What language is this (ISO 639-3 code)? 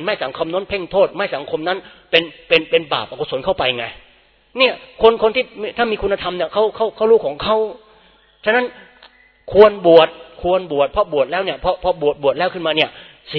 tha